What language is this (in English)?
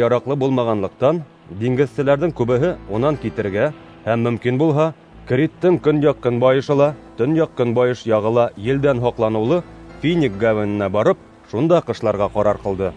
Bashkir